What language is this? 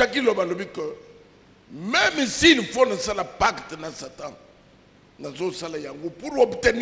Lingala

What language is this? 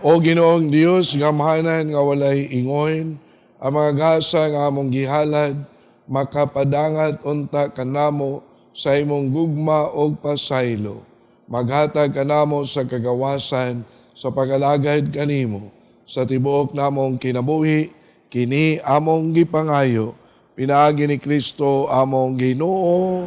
Cebuano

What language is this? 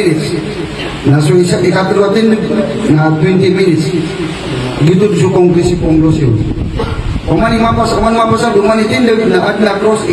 Maranao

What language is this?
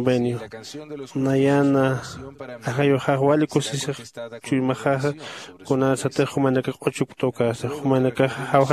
Aymara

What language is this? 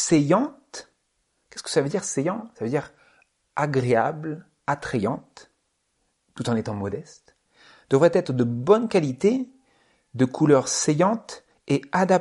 French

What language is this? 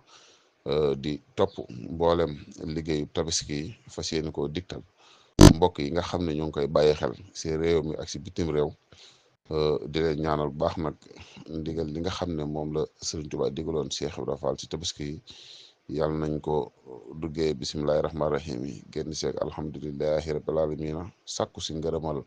Wolof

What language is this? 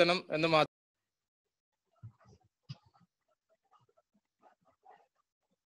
Malayalam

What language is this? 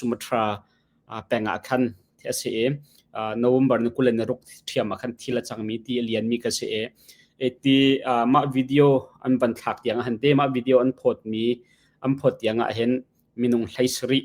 Hakha Chin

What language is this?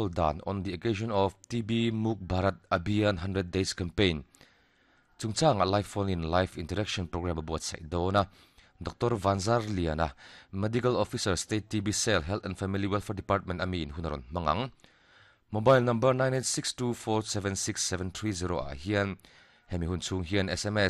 Mizo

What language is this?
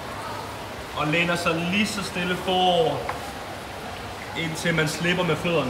Danish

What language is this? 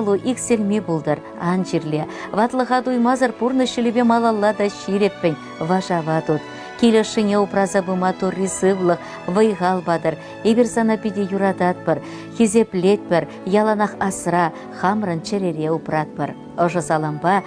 Chuvash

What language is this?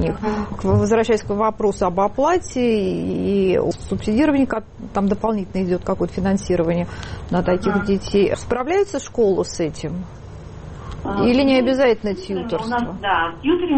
Russian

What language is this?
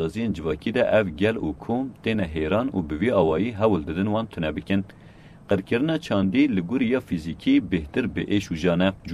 Kurdish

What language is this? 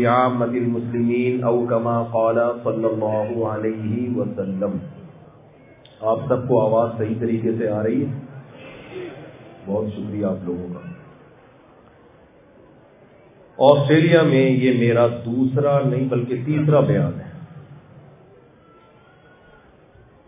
Urdu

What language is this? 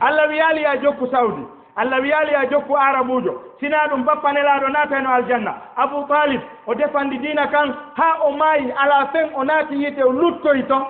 Fula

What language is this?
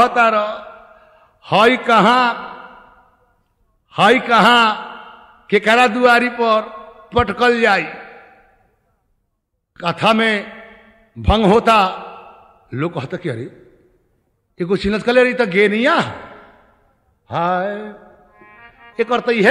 Bhojpuri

